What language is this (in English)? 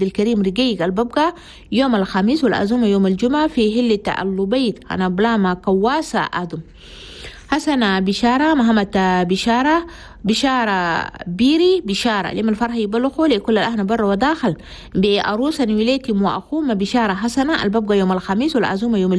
Chadian Arabic